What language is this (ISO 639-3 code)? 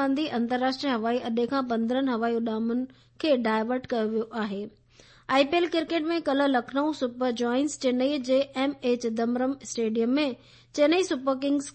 snd